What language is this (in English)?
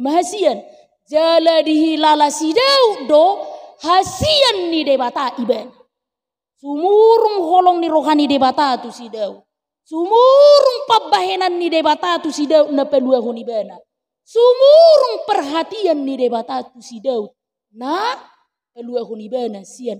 Batak Toba